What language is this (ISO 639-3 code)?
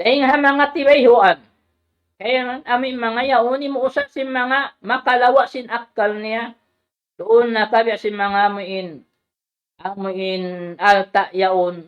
tsg